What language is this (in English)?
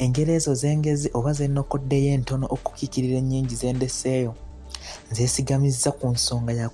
Ganda